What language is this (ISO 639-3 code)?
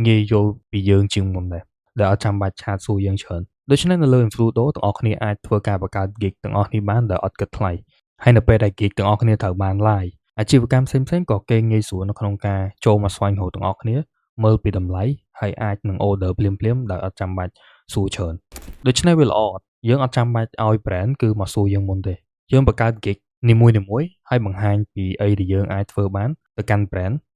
khm